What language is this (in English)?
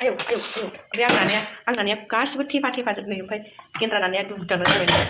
Bodo